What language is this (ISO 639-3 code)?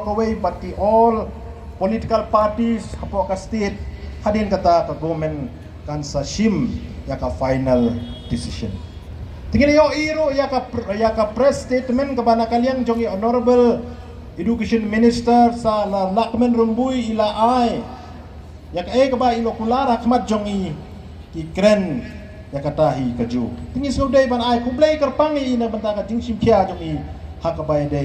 kha